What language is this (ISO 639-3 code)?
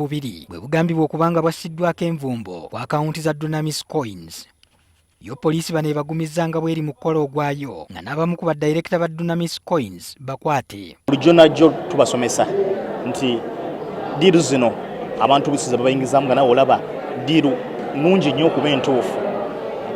lug